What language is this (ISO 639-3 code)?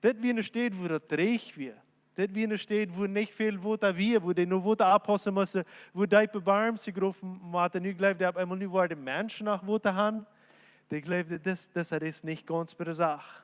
pdt